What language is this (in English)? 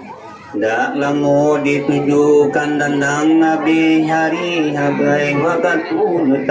Minangkabau